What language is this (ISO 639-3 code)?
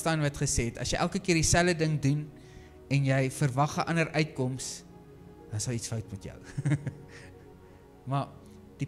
afr